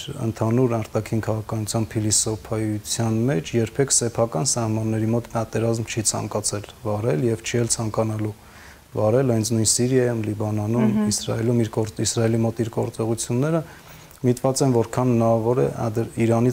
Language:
Armenian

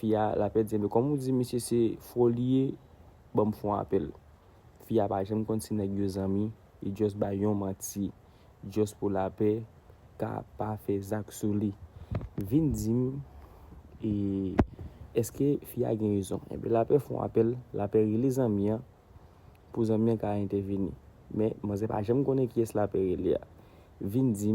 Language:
Haitian Creole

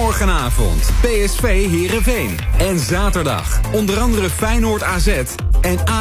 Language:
Dutch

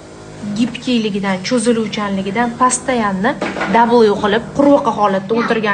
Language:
Uzbek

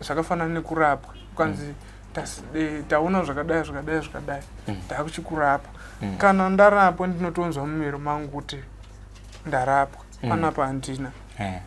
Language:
Shona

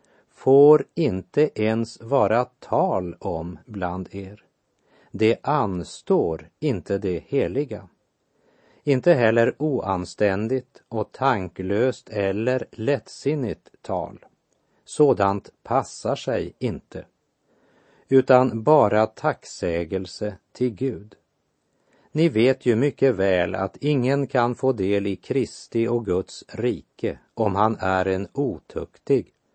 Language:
Swedish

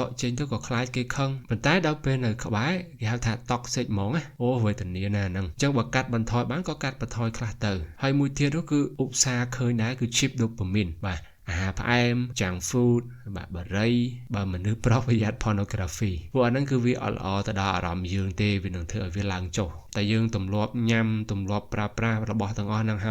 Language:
Khmer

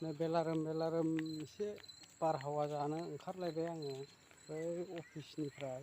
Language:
Bodo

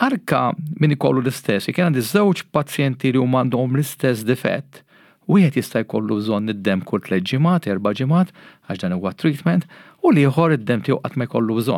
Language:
Maltese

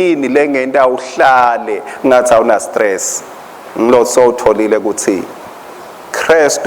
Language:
Swati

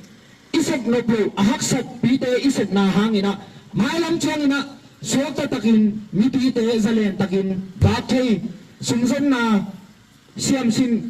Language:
Tedim Chin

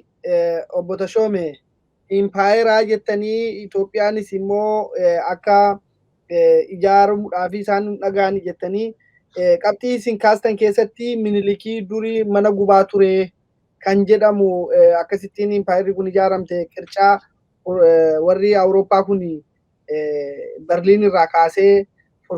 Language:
Oromo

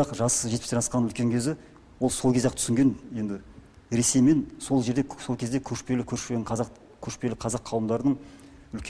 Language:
Kazakh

